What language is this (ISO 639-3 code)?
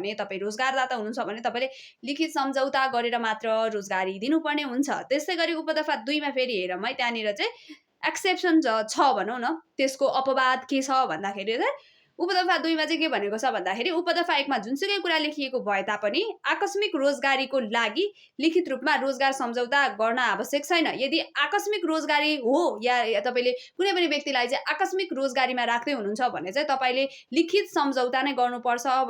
nep